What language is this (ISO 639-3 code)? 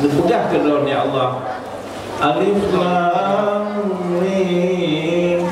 ace